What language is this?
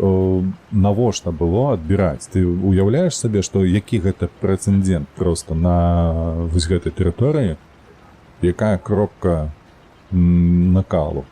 Belarusian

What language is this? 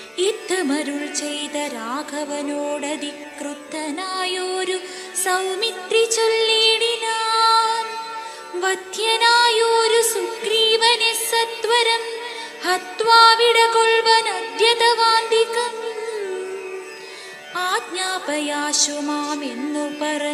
Malayalam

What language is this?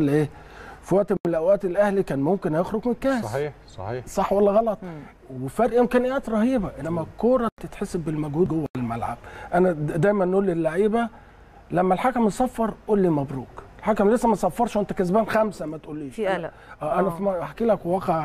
Egyptian Arabic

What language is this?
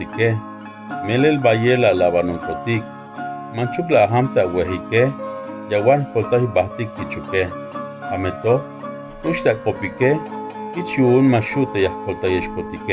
Tzeltal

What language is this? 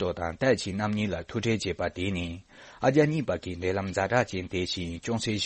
Tibetan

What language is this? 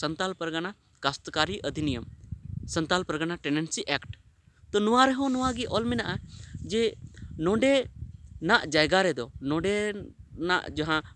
Santali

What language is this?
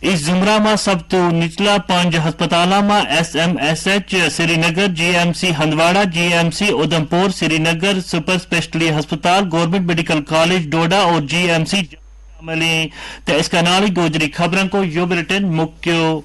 Gujari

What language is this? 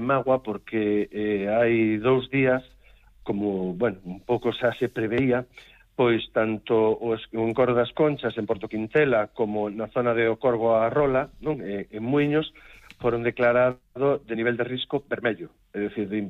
Galician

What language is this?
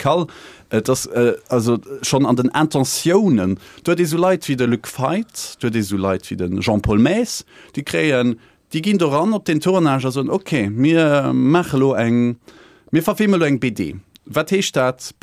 Luxembourgish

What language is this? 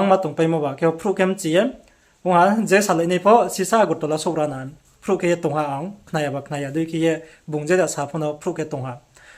Riang (India)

